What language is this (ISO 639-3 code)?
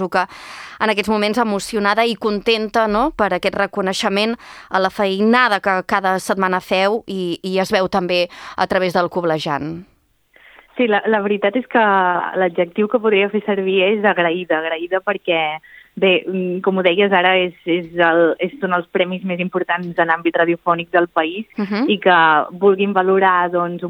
cat